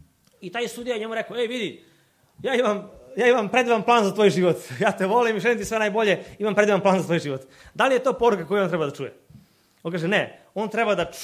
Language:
Serbian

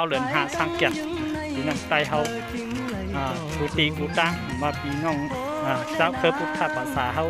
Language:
Shan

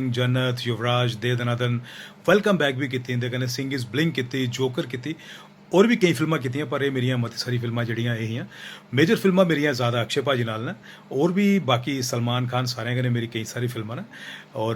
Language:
Dogri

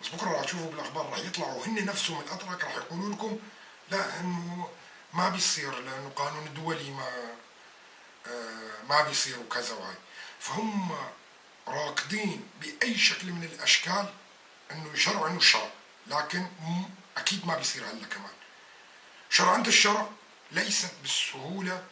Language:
North Levantine Arabic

